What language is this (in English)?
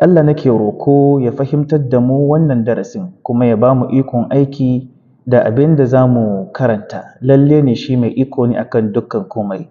Hausa